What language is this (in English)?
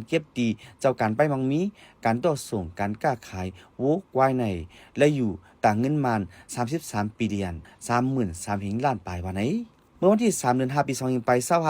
Shan